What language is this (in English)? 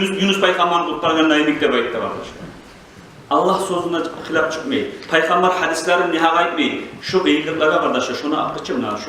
Kumyk